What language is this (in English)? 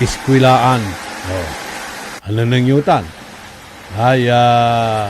Pangasinan